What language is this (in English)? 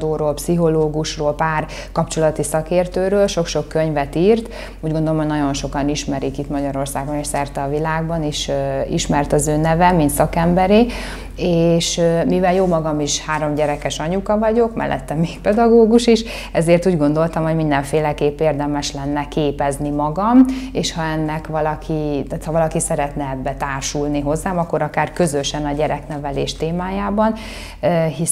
Hungarian